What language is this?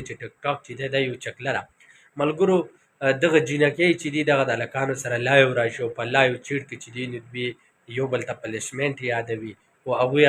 Pashto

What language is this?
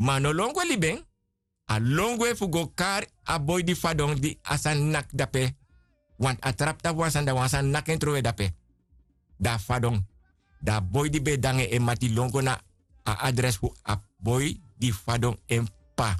Sranan Tongo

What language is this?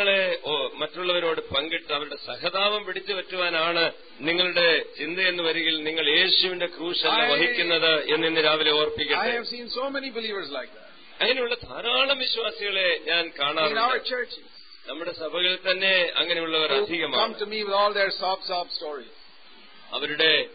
Malayalam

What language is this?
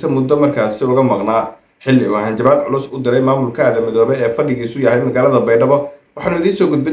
Somali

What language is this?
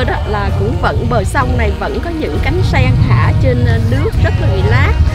Vietnamese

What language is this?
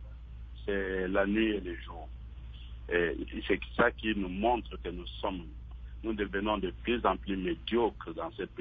French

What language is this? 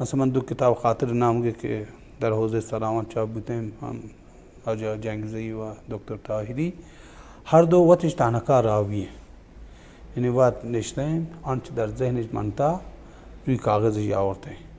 Baluchi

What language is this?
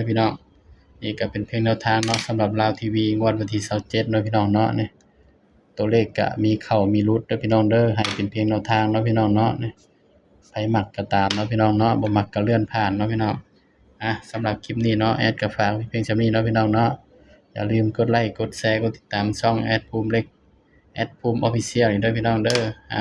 Northeastern Thai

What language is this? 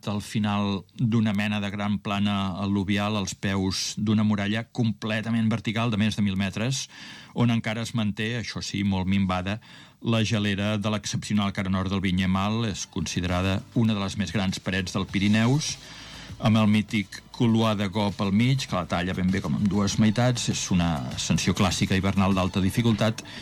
Catalan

